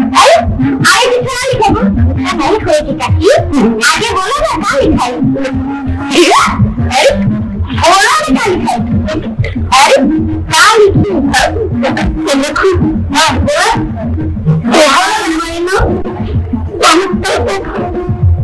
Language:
Bhojpuri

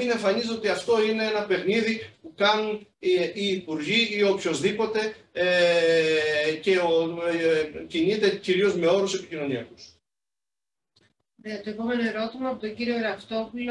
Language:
Greek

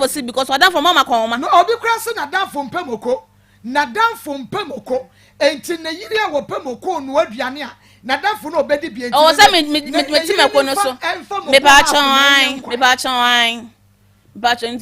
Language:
Akan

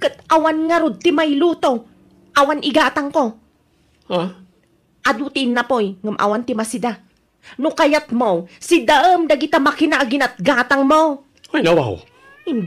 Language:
Iloko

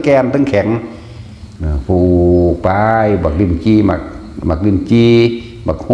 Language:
Northeastern Thai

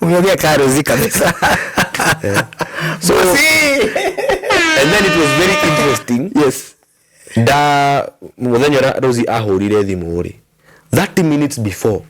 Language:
Kikuyu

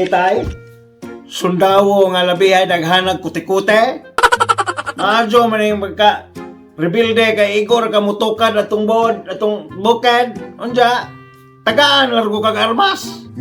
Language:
Cebuano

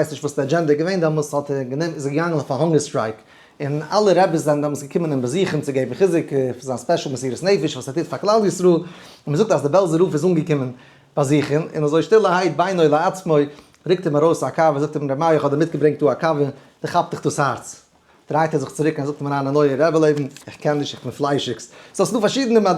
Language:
Yiddish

